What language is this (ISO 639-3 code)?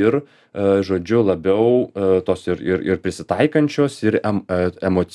lit